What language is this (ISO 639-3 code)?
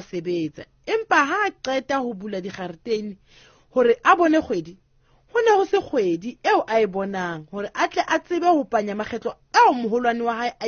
sot